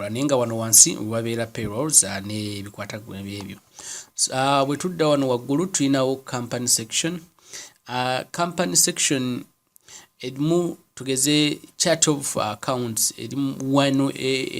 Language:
Ganda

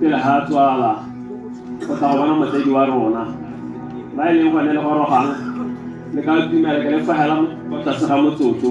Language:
Tswana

